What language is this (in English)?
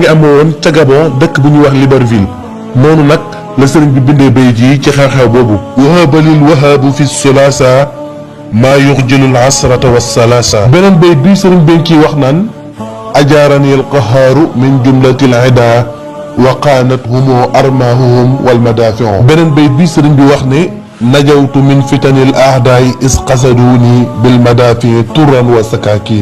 Wolof